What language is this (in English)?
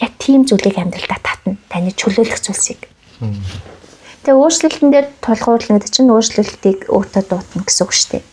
Mongolian